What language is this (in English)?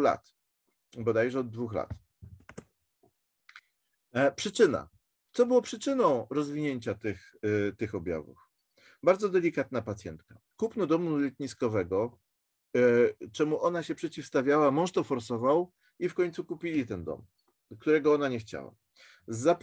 Polish